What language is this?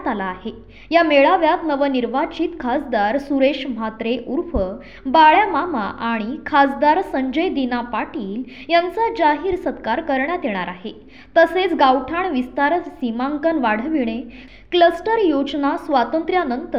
Marathi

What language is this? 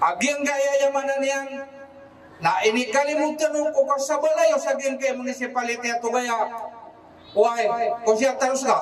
Maranao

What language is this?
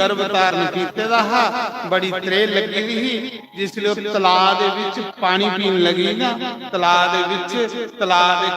Dogri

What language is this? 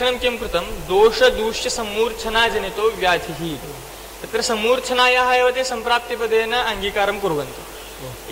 Sanskrit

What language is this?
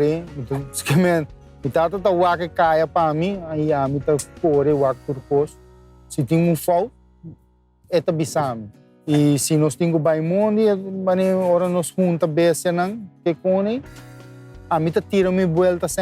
Papiamento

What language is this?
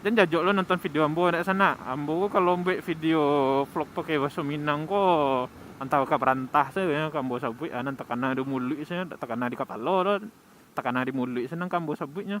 Minangkabau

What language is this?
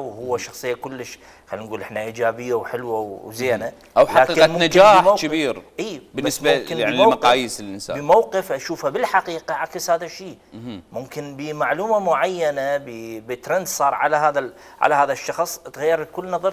Mesopotamian Arabic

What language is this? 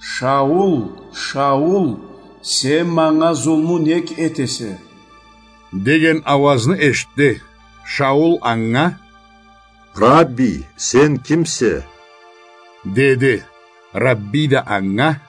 Karachay-Balkar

